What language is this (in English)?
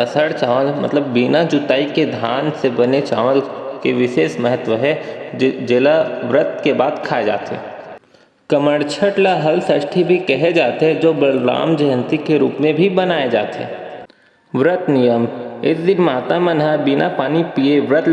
Chhattisgarhi